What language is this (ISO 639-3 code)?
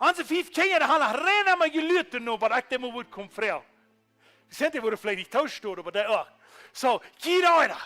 pdt